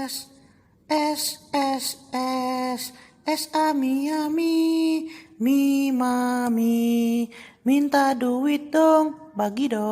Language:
Betawi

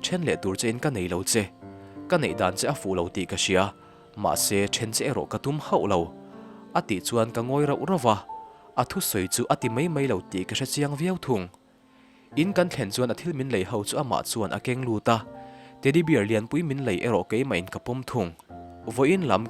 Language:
Mizo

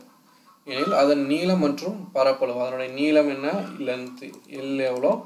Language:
Tamil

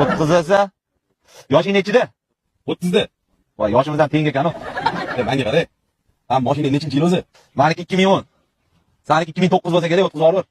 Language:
Uzbek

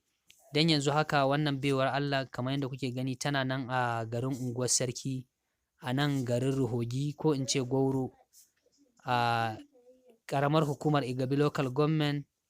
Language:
Hausa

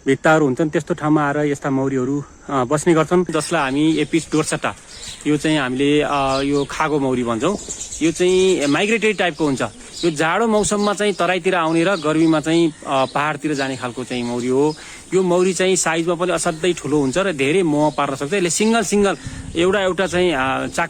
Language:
Nepali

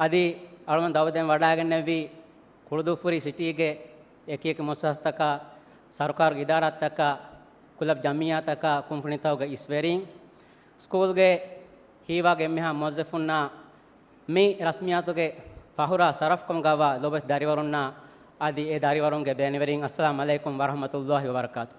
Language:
Divehi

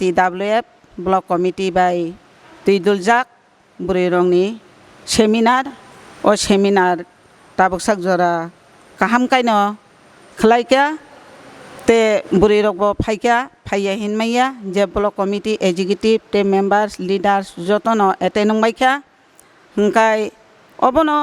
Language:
Kok Borok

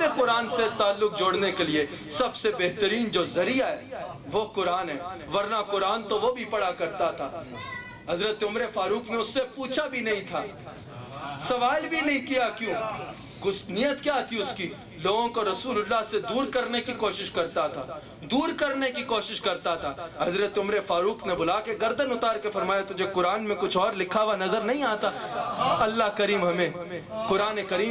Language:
Urdu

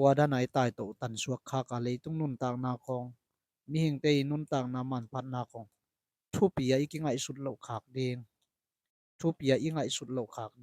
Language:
Tedim Chin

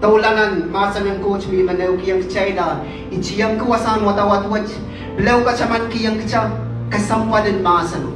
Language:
Pohnpeian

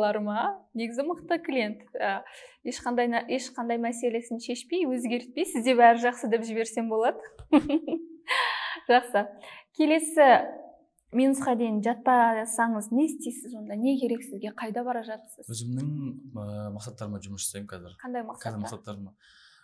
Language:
Kazakh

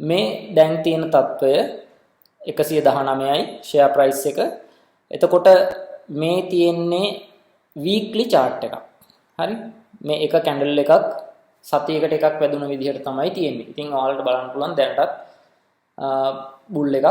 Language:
Sinhala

